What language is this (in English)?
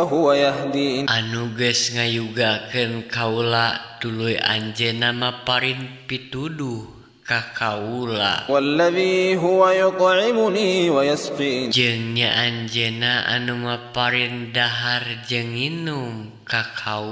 Sundanese